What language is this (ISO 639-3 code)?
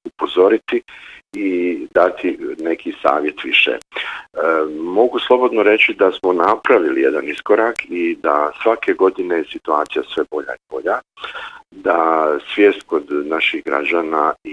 bos